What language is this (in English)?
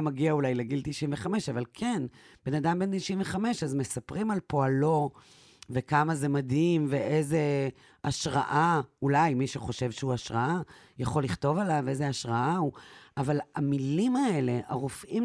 Hebrew